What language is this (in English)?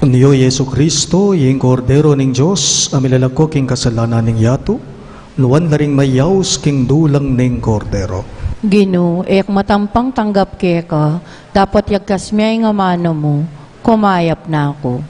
Pampanga